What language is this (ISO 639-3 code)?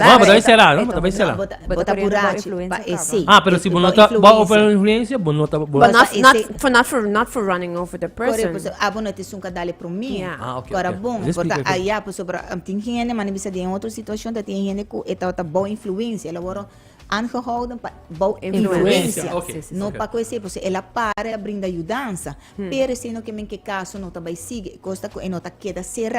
pap